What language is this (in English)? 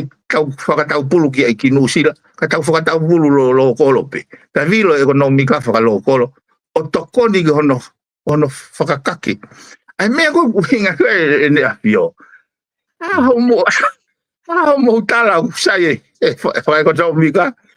Tongan